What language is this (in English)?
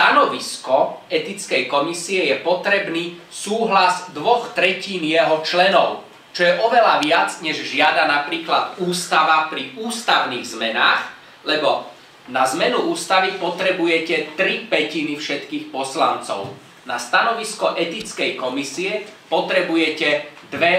Slovak